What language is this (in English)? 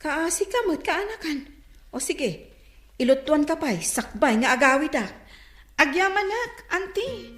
Iloko